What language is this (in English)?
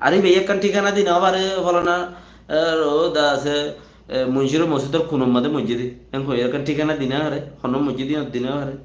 Rohingya